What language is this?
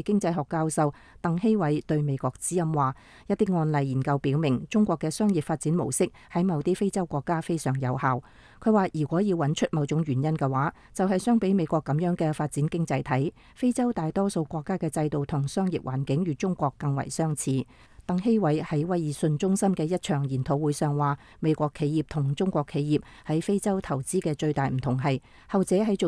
Cantonese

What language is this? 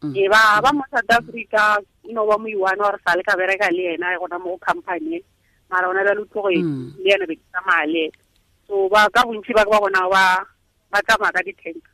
Tswana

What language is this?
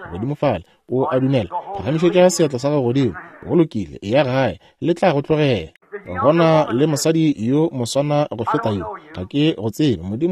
Northern Sotho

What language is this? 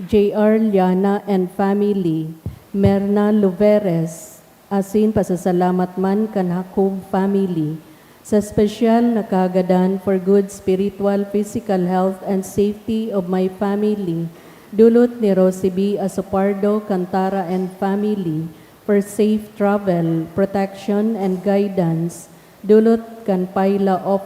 Bikol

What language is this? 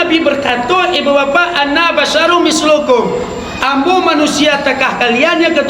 Minangkabau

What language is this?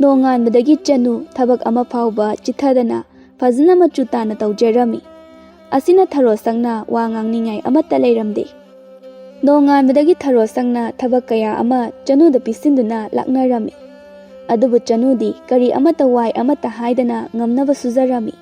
Manipuri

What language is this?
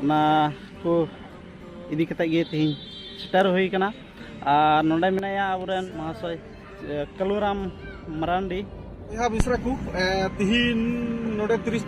Santali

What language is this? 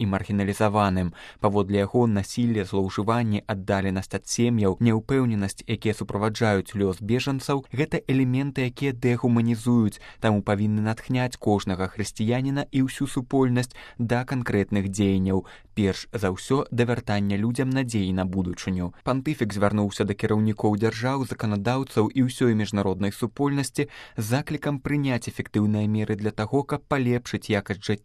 Belarusian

